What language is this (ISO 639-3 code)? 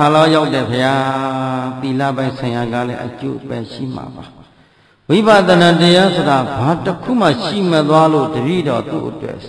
mya